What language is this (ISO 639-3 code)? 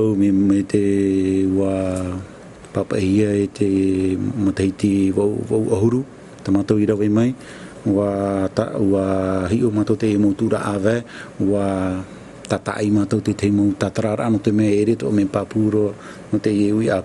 tah